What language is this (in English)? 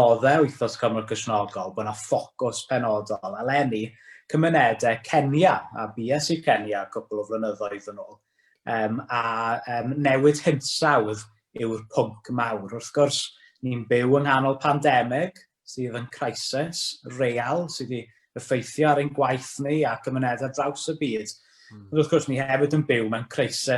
Welsh